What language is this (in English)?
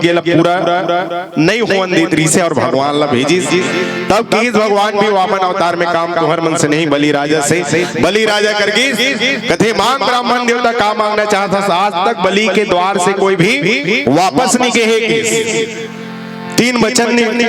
Chhattisgarhi